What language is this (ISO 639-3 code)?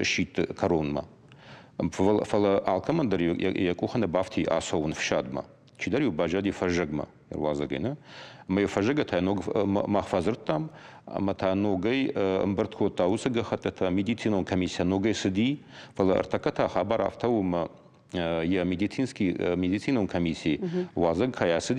oss